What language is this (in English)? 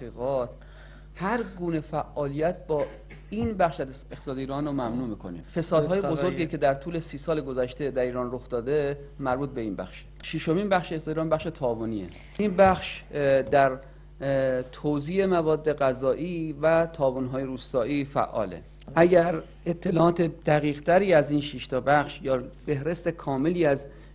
Persian